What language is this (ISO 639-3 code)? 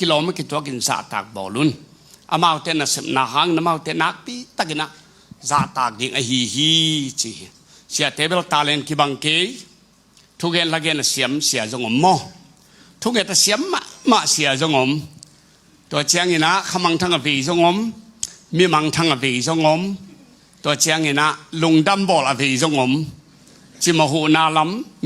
ctd